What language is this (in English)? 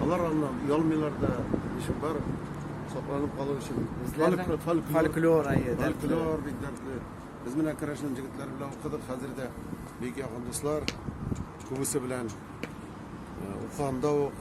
Tatar